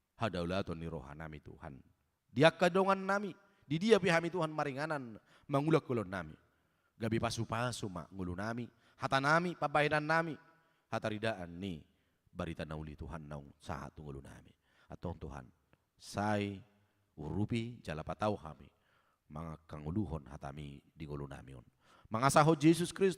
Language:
Batak Toba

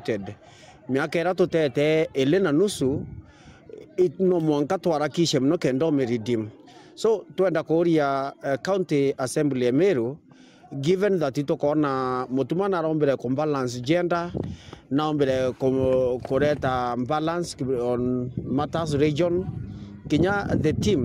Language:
Meru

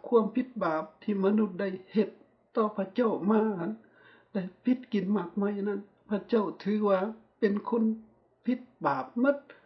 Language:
Lao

